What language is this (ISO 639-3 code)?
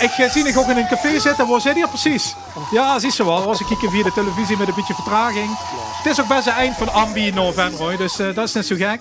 lim